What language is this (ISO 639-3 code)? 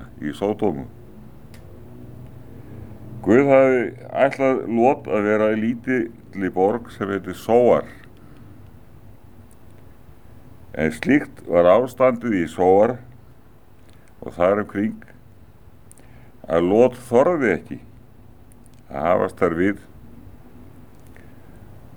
isl